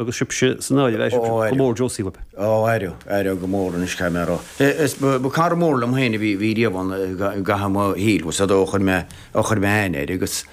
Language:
Irish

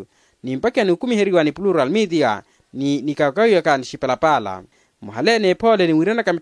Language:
Makhuwa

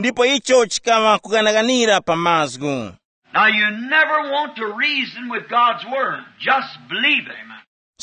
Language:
Tumbuka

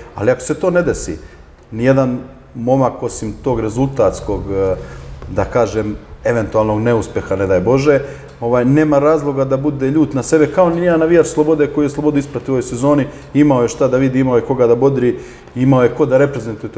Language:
Serbian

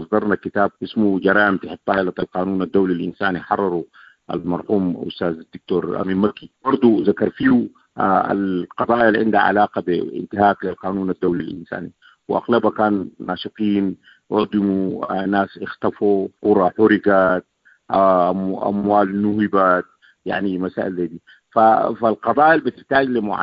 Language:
Sudanese Arabic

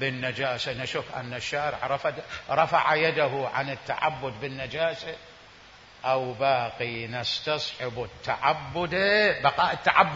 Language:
Mesopotamian Arabic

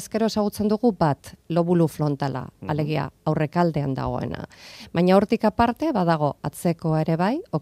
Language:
Basque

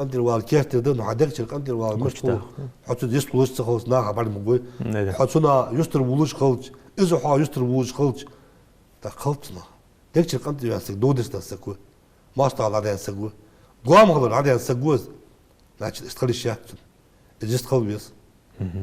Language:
Ingush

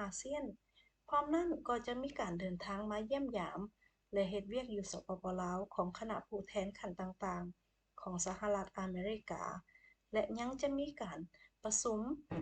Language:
Lao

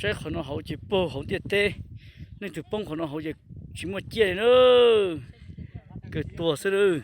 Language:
Hmong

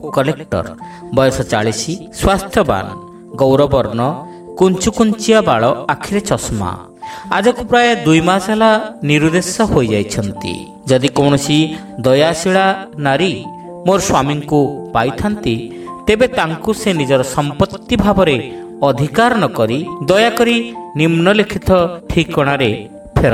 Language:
Odia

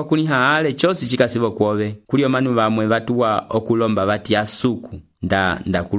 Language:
Umbundu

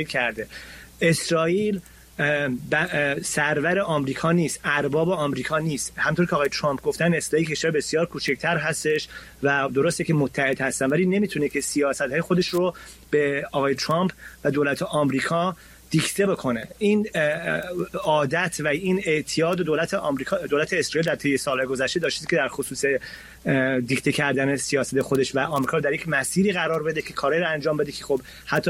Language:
Persian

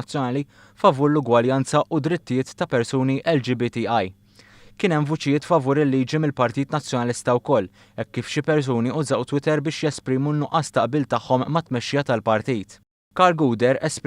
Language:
Maltese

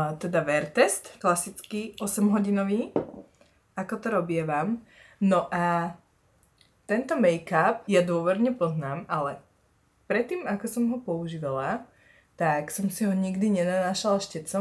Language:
Slovak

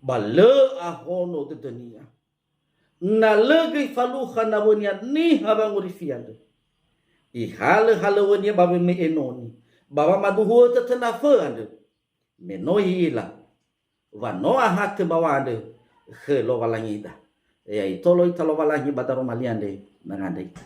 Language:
Nias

